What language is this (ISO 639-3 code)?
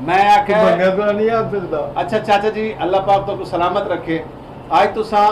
skr